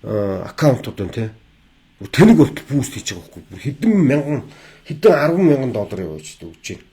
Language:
Mongolian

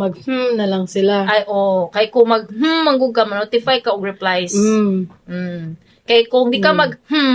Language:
Cebuano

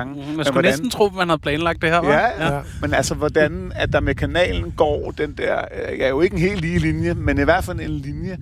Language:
Danish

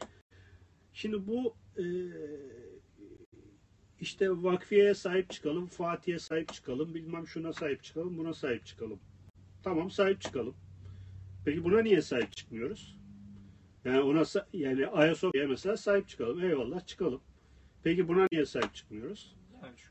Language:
Turkish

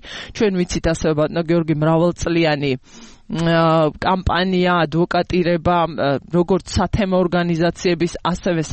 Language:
Georgian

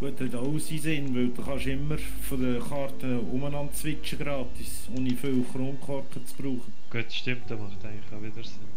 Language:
Swiss German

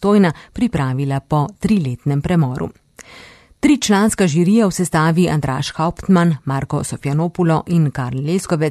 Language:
Slovenian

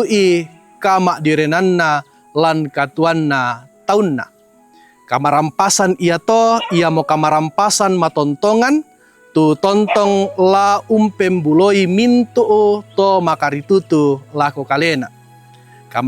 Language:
Toraja-Sa'dan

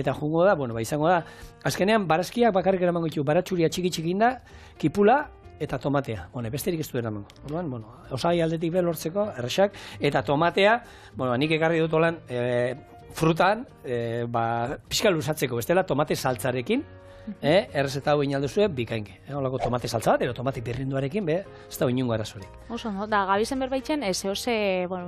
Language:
Basque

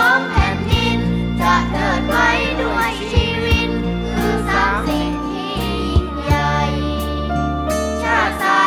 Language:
Thai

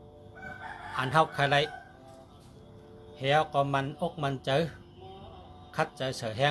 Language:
Shan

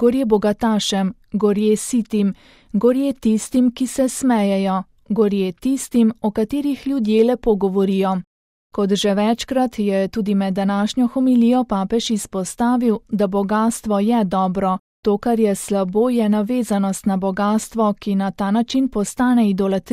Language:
Slovenian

